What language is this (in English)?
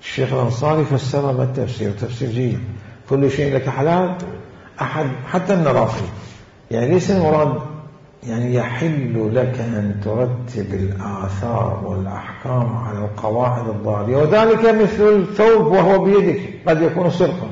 Mesopotamian Arabic